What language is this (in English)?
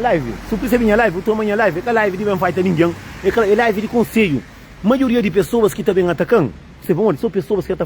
Kabuverdianu